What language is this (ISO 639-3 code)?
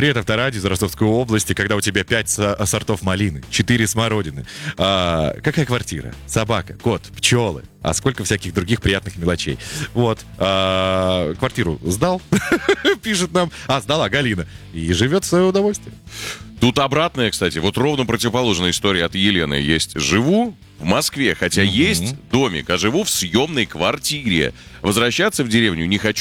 rus